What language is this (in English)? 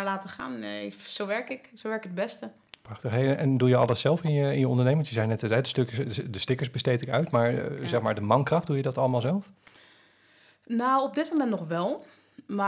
Dutch